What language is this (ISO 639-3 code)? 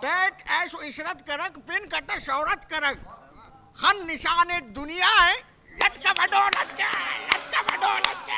brh